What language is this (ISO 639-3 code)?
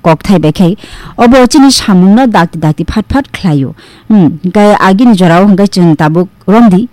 trp